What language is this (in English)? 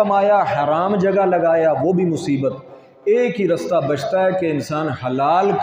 Urdu